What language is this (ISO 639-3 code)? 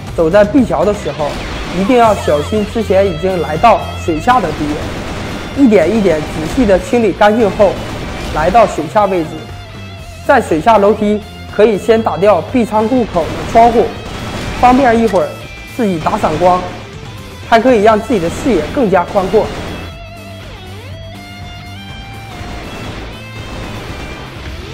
zho